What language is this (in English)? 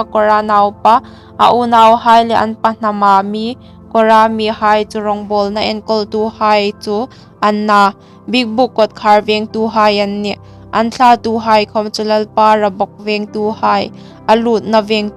Hmar